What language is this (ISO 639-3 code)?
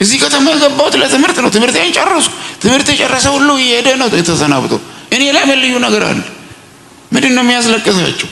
amh